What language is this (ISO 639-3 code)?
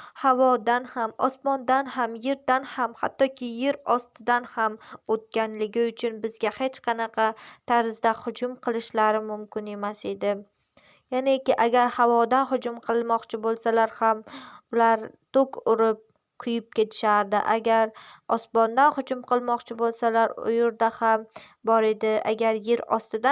uzb